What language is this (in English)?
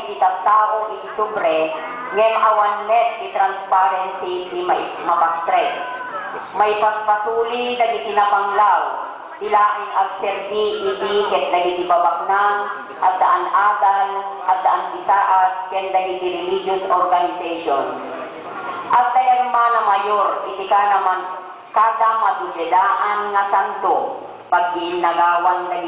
Iloko